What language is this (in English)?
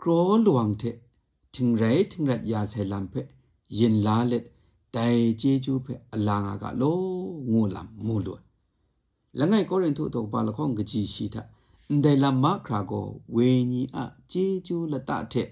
Kachin